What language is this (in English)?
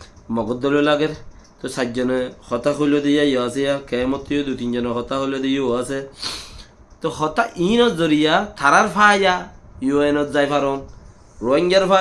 Rohingya